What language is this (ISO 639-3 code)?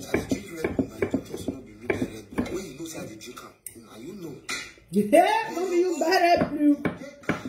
pcm